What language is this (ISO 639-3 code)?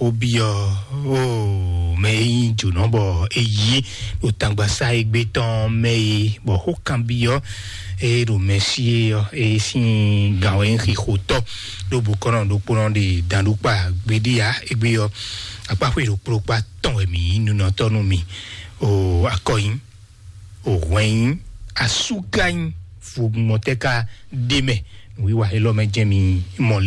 fon